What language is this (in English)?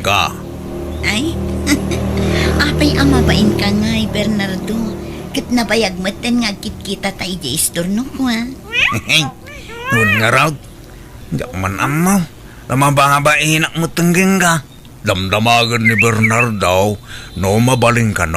Iloko